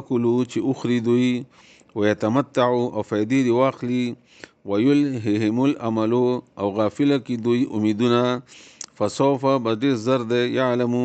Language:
Pashto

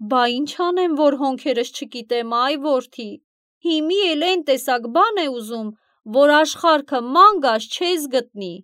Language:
Armenian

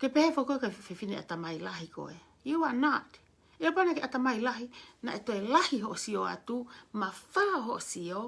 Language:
Tongan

